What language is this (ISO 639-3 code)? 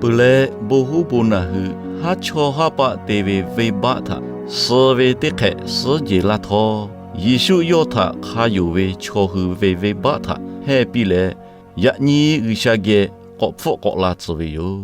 lhu